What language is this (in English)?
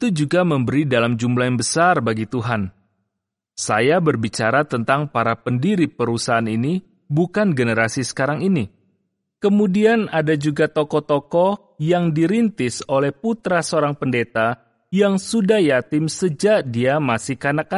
Indonesian